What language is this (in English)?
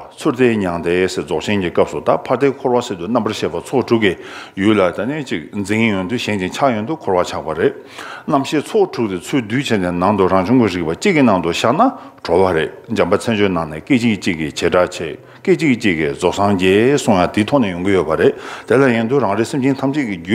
Tibetan